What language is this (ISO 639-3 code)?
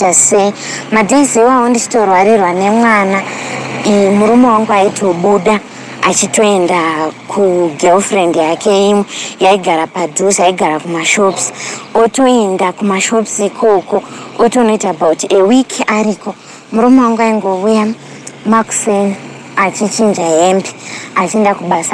sna